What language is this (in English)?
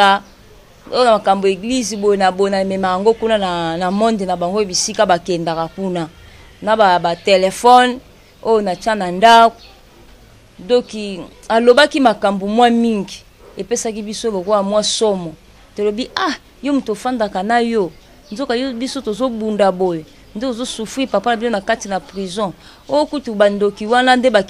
Lingala